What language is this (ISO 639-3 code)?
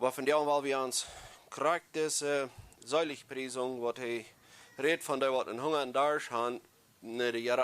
pdt